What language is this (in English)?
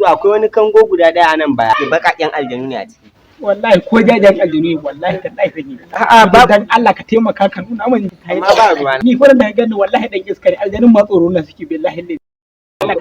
Hausa